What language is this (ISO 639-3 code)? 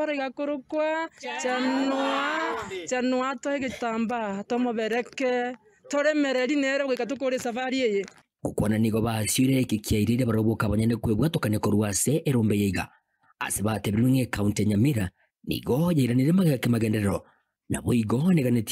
guz